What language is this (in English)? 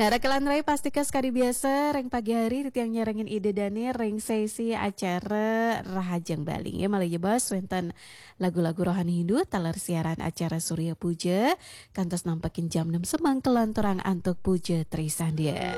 Balinese